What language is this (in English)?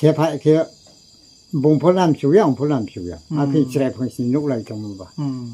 Riang (India)